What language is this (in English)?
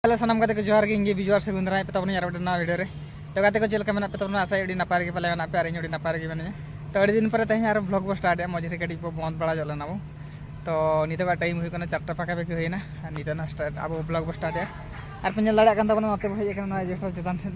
Santali